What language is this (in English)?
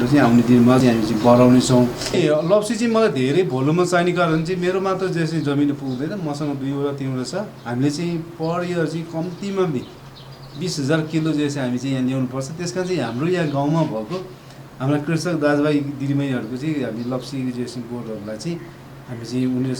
Nepali